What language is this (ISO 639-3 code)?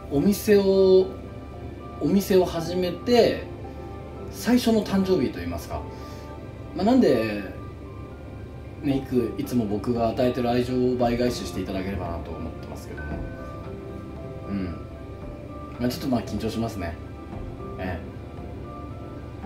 jpn